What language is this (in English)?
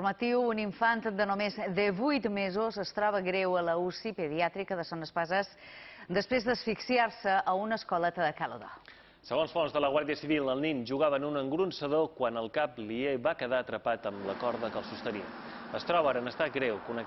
Catalan